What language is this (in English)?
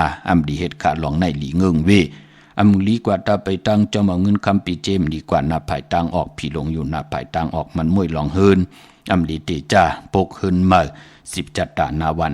Shan